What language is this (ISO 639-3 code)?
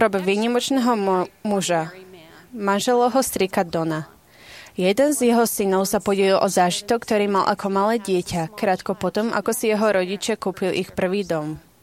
slk